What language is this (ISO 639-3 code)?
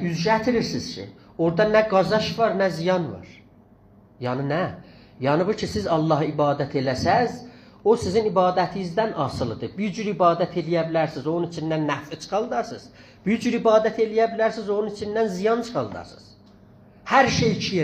azb